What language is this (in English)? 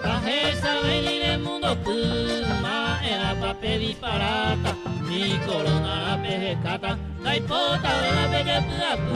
Guarani